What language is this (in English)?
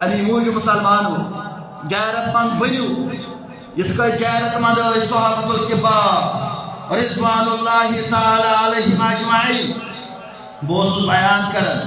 Kashmiri